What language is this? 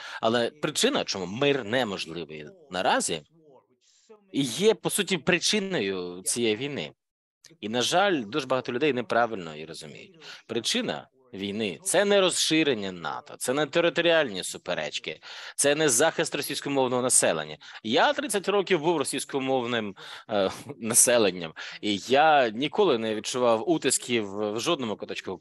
Ukrainian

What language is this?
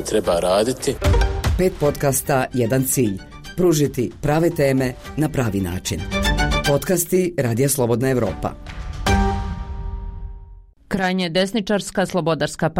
Bosnian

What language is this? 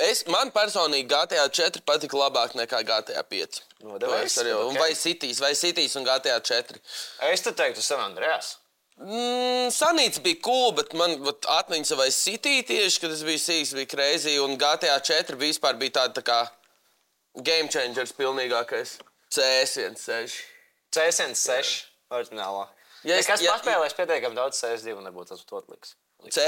Latvian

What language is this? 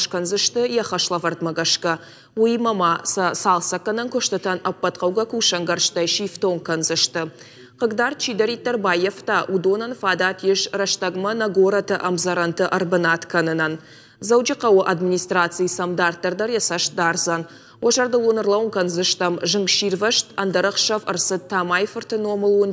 Ossetic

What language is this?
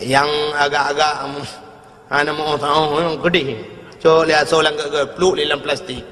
Achinese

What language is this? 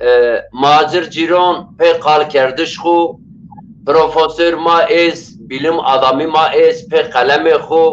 Zaza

